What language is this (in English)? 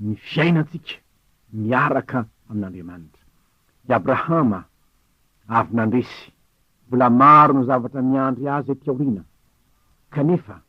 Malagasy